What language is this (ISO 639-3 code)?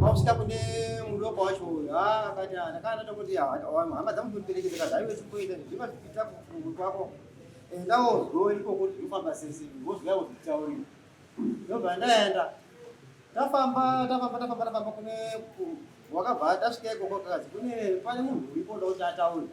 sna